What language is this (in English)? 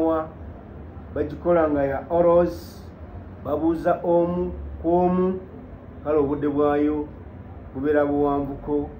Ganda